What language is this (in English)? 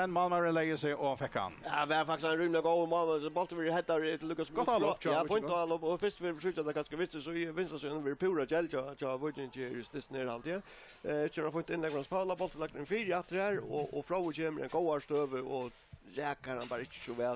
Faroese